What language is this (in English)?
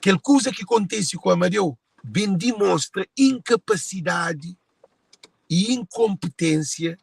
Kabuverdianu